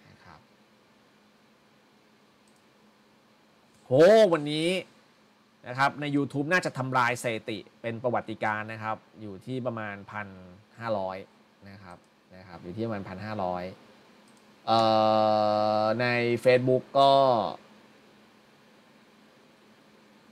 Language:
Thai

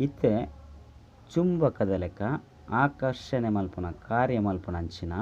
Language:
Tulu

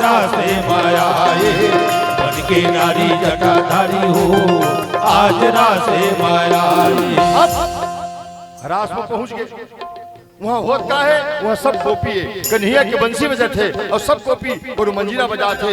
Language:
Chhattisgarhi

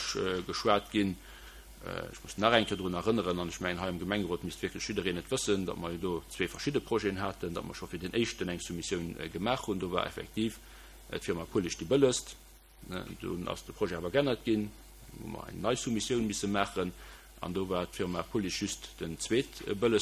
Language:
Luxembourgish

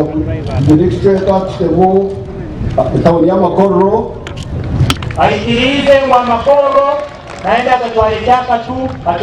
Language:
Nyankole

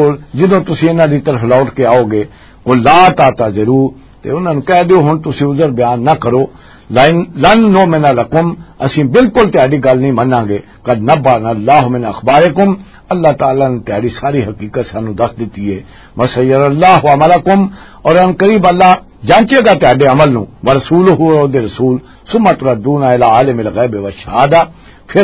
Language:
Western Panjabi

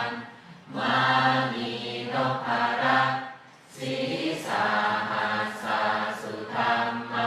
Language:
Pali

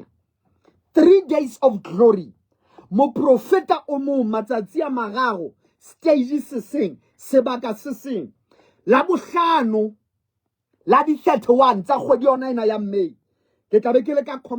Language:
Southern Sotho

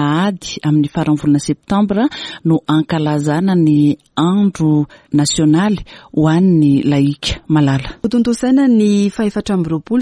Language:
Malagasy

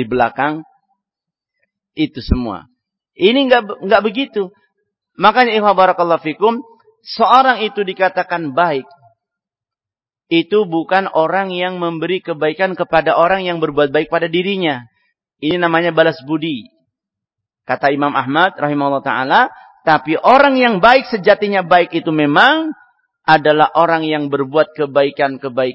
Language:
Indonesian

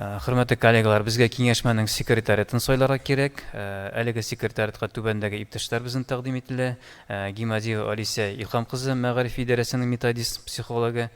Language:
Tatar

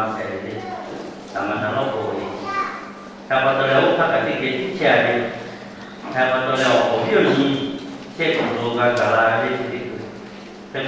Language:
Lahu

